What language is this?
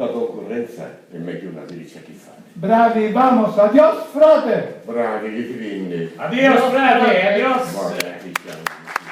Sicilian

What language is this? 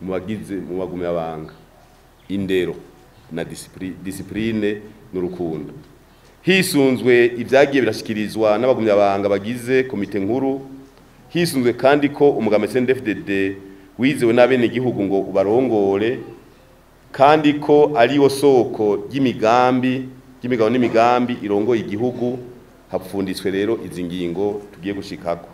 Rundi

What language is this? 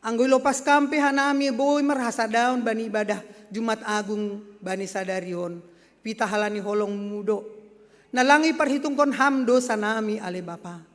Batak Simalungun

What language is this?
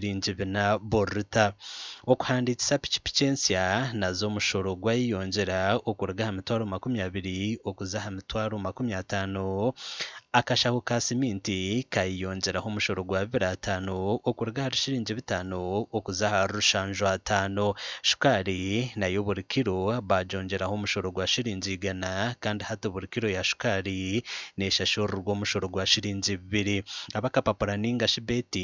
Nyankole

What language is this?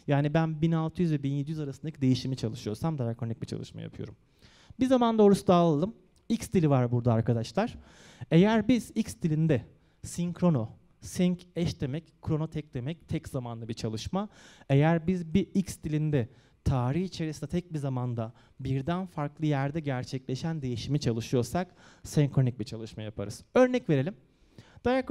Turkish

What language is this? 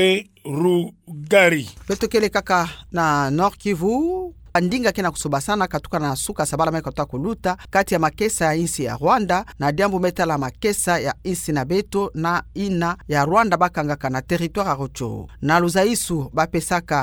Kituba (Democratic Republic of Congo)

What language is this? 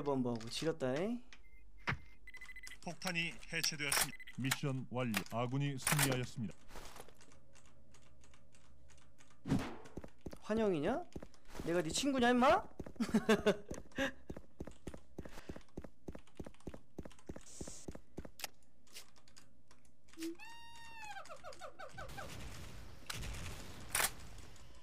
Korean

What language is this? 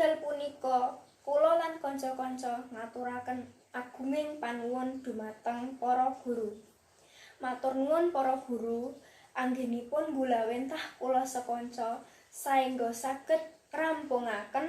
Javanese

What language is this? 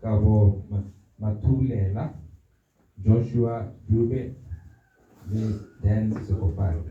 Tswana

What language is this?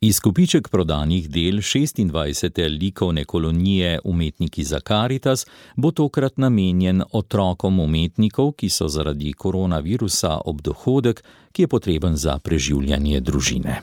Slovenian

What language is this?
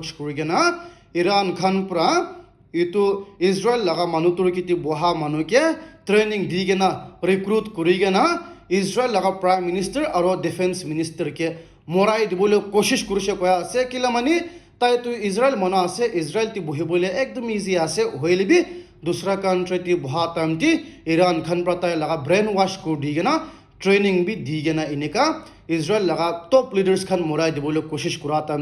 Naga Pidgin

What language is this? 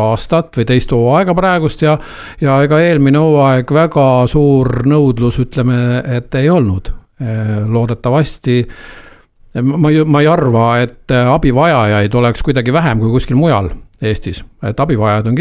Estonian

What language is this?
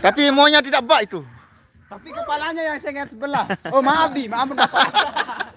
Sasak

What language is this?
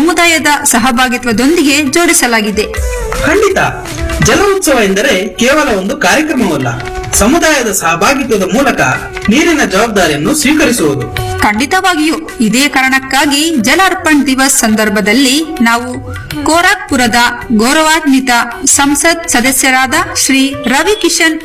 Kannada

